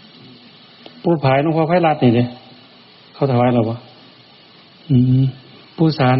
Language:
Northeastern Thai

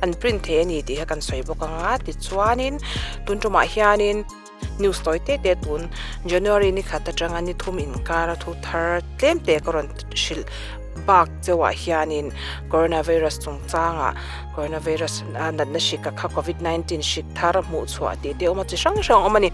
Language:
Mizo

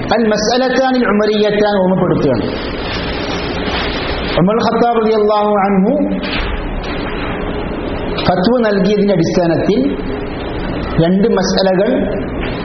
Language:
Malayalam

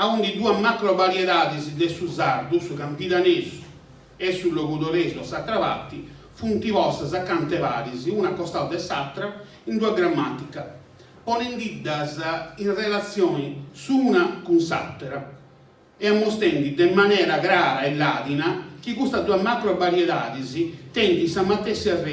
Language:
Sardinian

